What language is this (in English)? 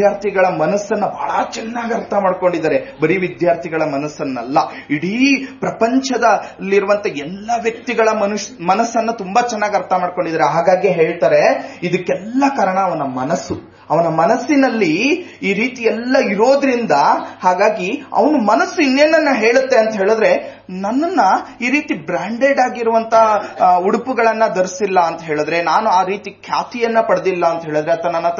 Kannada